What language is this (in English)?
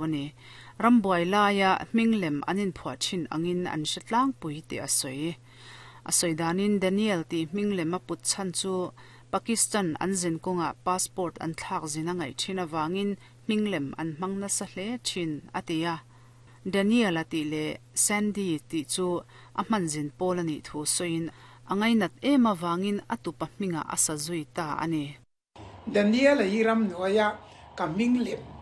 Mizo